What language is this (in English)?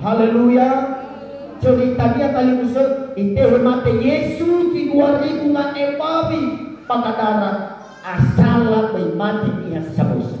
Nias